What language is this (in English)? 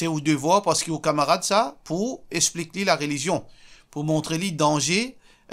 Morisyen